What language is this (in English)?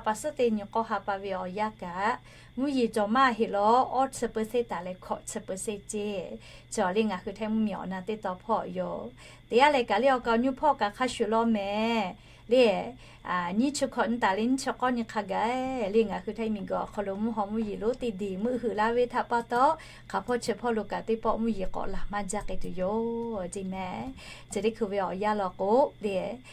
Lahu